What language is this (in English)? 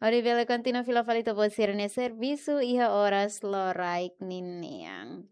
Tetum